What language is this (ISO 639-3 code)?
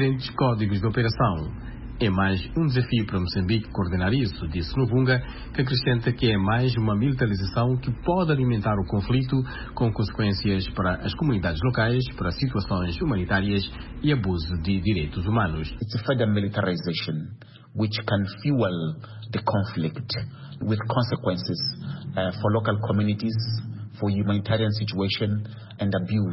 por